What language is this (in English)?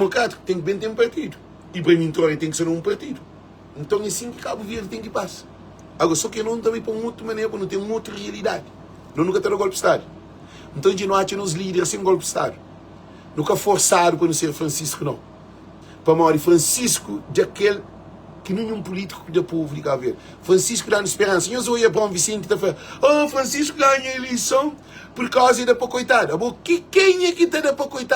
Kabuverdianu